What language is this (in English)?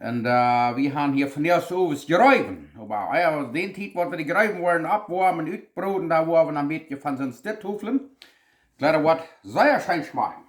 Plautdietsch